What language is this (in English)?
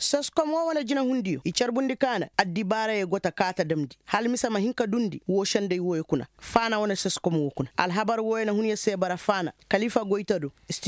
Koyraboro Senni